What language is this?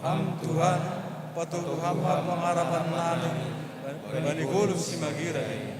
Batak Simalungun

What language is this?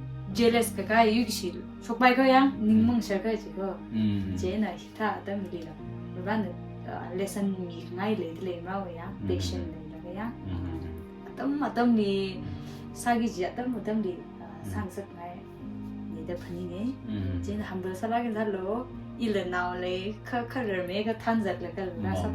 Tangkhul Naga (India)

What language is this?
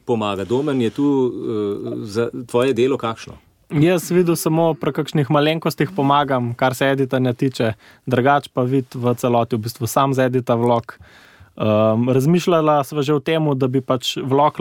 Slovenian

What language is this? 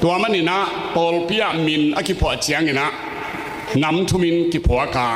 Tedim Chin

